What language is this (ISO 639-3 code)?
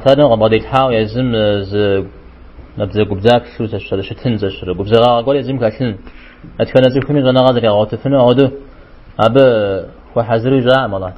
kbd